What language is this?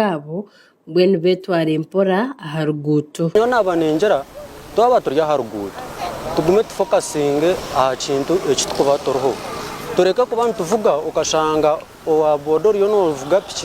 Nyankole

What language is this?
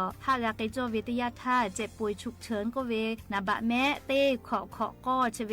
Lahu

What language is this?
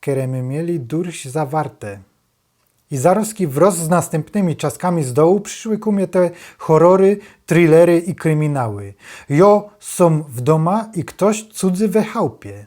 Silesian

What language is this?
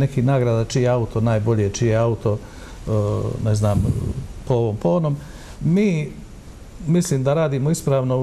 Bosnian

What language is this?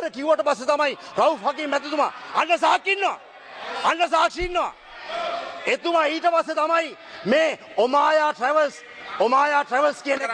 Sinhala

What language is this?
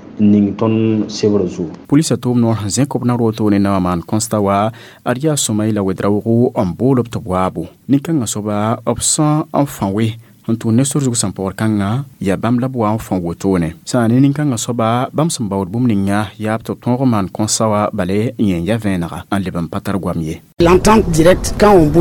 Mossi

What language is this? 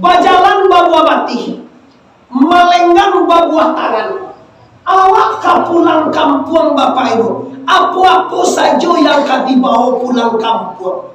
Minangkabau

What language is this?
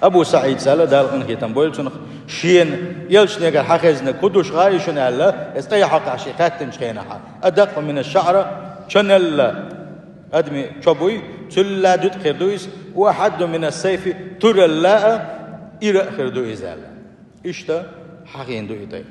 Chechen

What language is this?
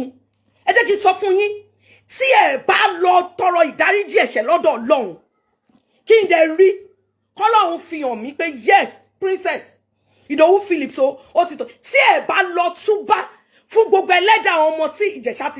Yoruba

